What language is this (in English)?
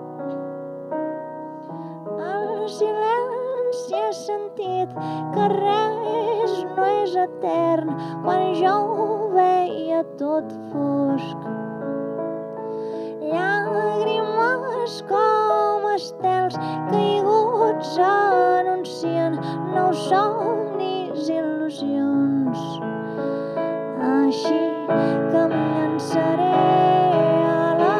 Catalan